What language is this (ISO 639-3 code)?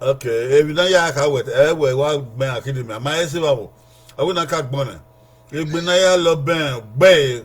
bin